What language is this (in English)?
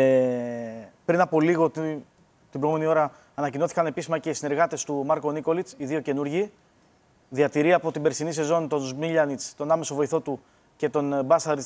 Greek